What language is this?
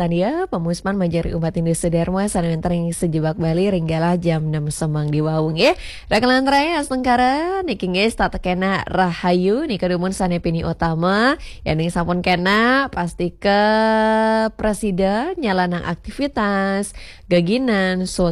Balinese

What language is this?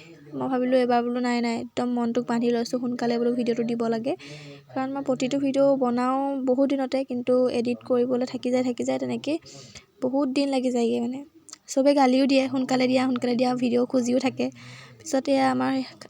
Assamese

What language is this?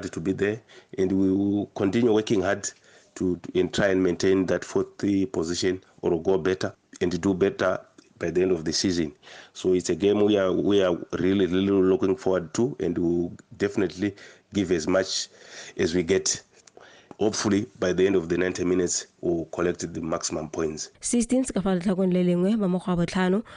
Tswana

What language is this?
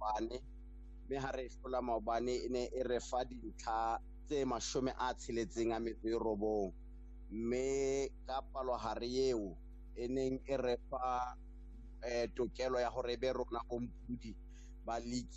Tswana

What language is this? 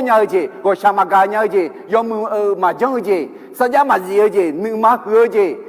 Akha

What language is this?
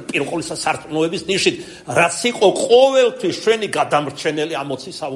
Georgian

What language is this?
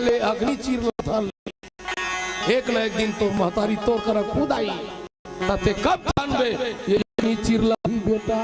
Chhattisgarhi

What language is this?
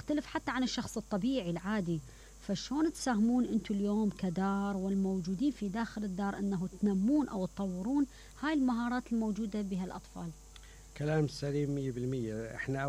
Mesopotamian Arabic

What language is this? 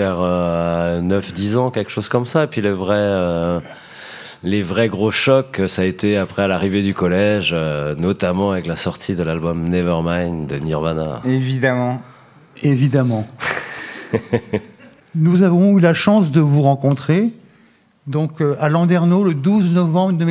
French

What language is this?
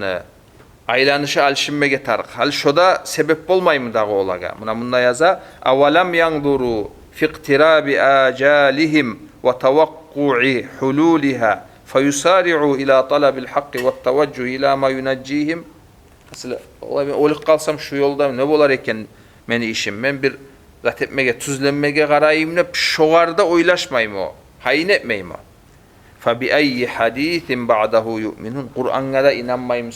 Kumyk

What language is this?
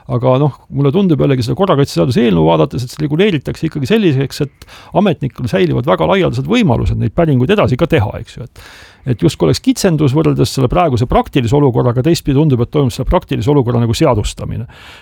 Estonian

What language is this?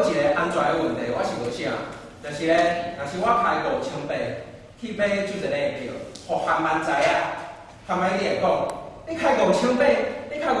Min Nan Chinese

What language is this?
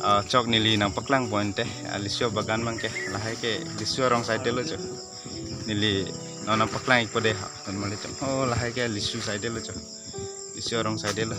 Karbi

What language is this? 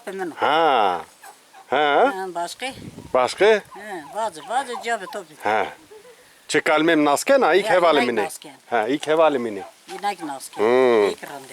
Zaza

